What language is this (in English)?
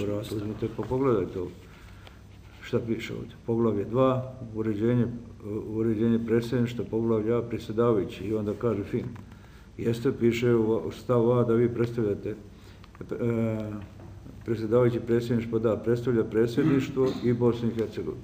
Bosnian